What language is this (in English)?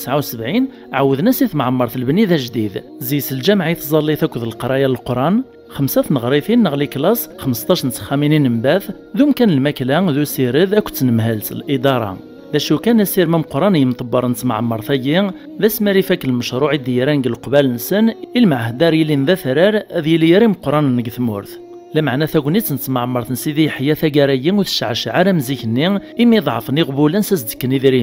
Kabyle